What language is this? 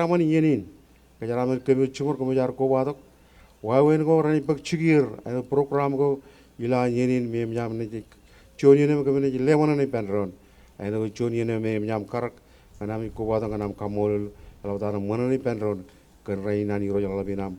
Marshallese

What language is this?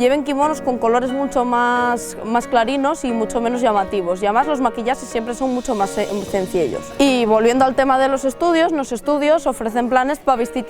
Asturian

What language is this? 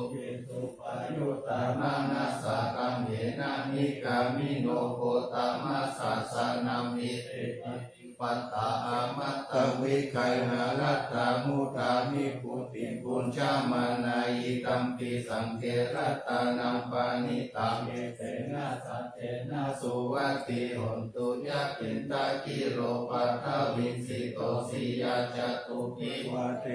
Pali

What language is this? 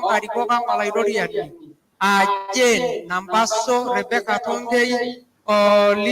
Masai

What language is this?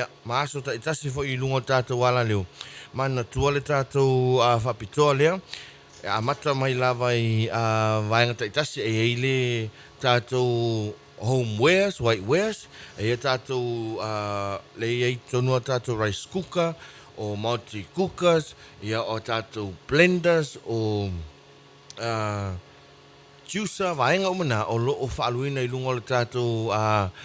Samoan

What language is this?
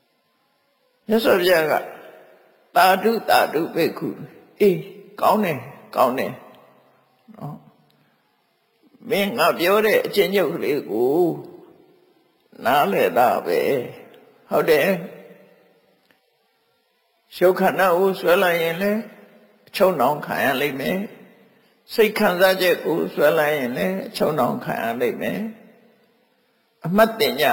Burmese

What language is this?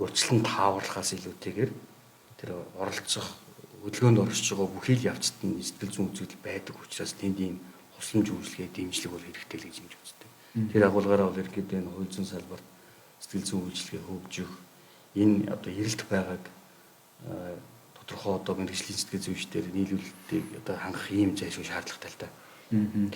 Mongolian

